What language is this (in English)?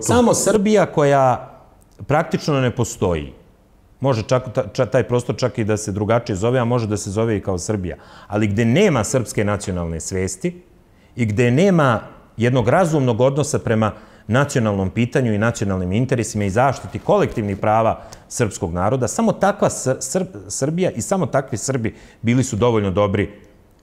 Serbian